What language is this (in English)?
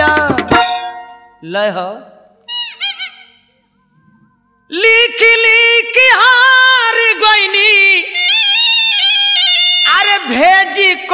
Bhojpuri